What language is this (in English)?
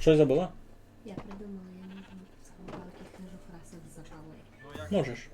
Rusyn